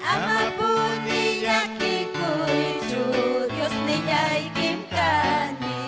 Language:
Ayacucho Quechua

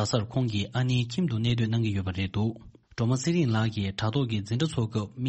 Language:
Tibetan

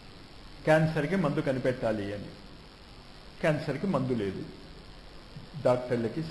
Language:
Telugu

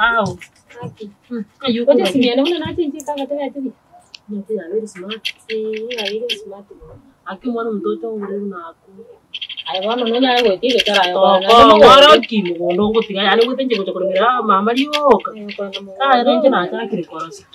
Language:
Gusii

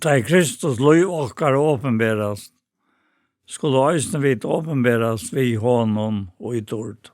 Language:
Faroese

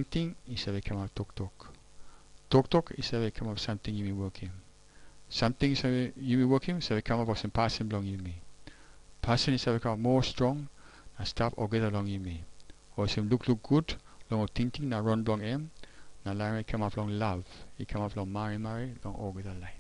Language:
Tok Pisin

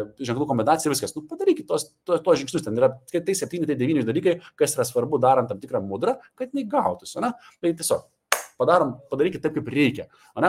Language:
Lithuanian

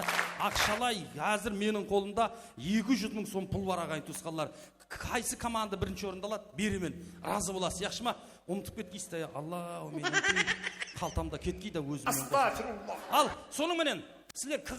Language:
Kara-Kalpak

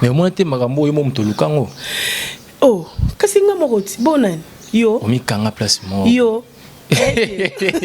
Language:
Lingala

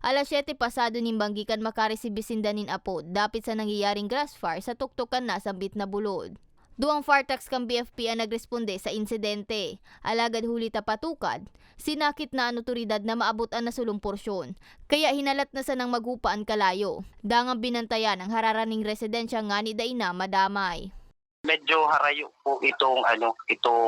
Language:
Bikol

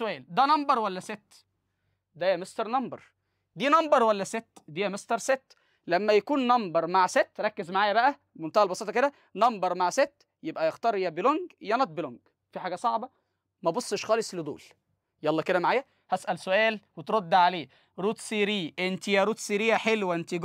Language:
Egyptian Arabic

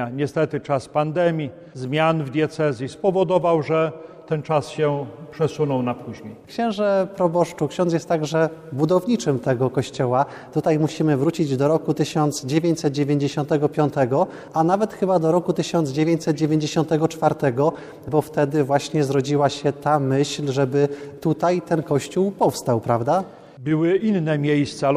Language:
Polish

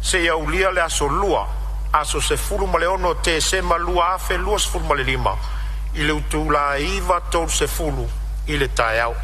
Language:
Samoan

